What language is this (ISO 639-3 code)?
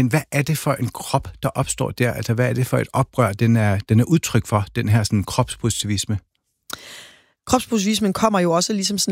dan